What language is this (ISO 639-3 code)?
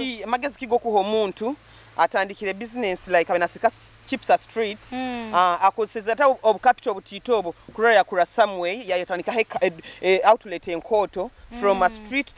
nyo